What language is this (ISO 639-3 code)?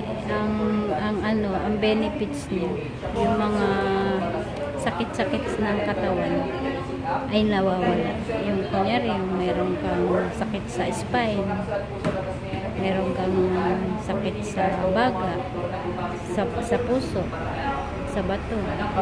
fil